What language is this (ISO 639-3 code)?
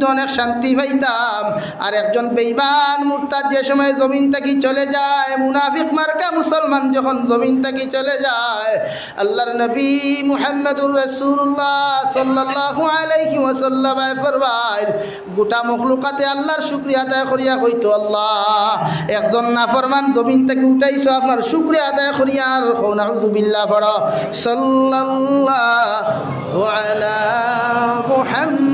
syl